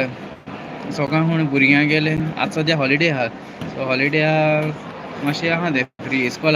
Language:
Konkani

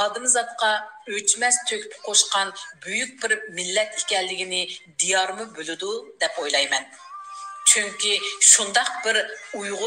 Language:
Uyghur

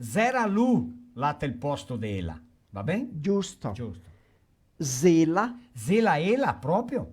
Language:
Venetian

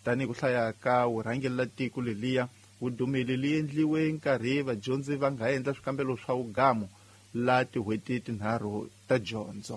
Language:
Tsonga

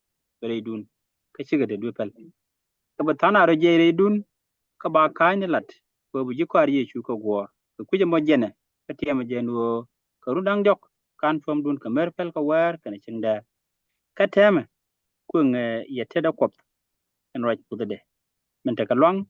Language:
Nuer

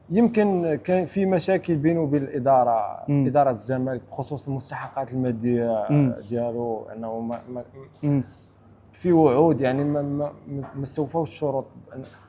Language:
Egyptian Arabic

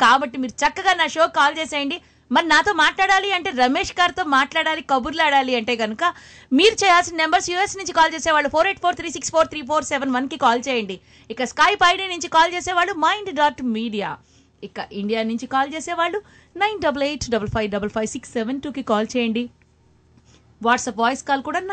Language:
Telugu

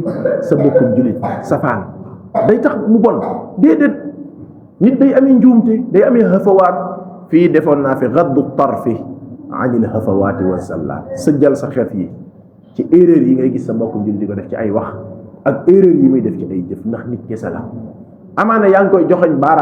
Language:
Wolof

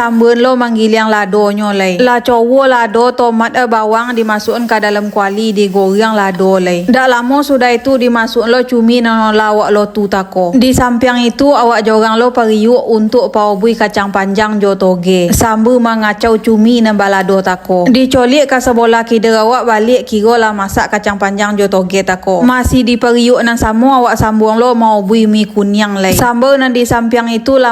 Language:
Minangkabau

